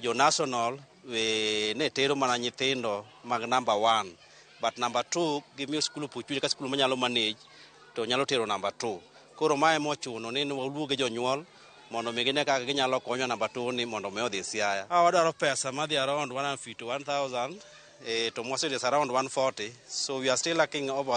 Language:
Luo (Kenya and Tanzania)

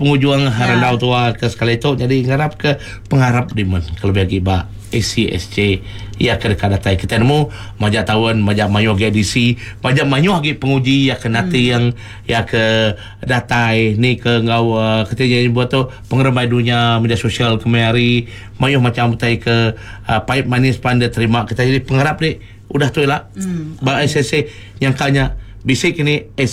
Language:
Iban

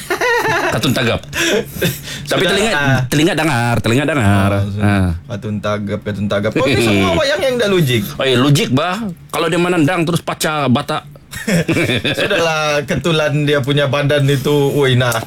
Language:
Malay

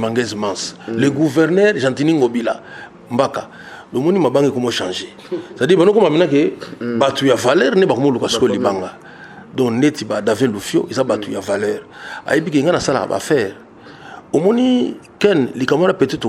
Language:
Lingala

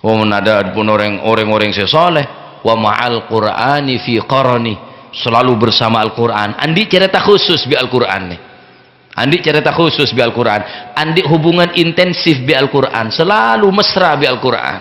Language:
Madurese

